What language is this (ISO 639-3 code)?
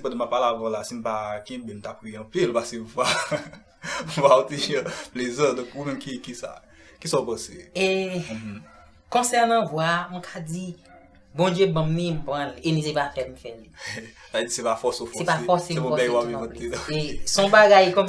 hat